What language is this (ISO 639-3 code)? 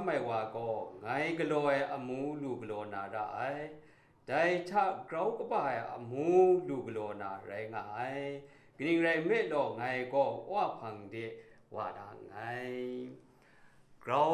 kac